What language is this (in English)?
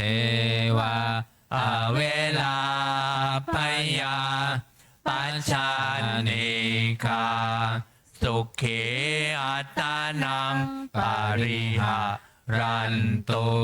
Pali